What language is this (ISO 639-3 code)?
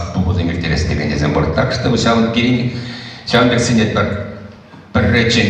chv